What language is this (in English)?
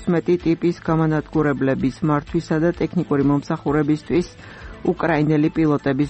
Georgian